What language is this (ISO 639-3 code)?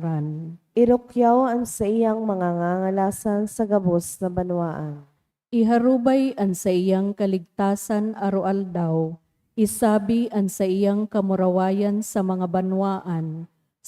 bik